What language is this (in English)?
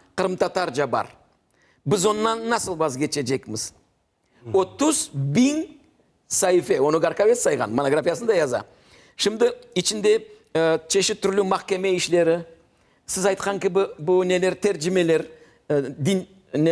Crimean Tatar